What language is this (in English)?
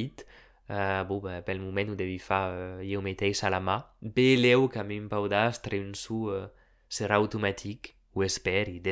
Occitan